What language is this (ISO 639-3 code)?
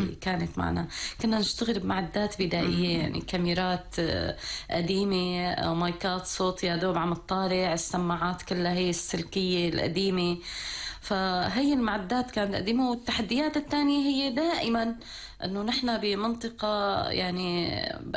apc